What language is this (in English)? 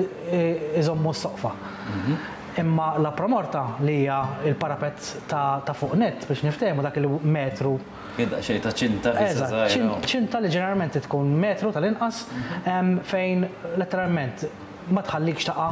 Maltese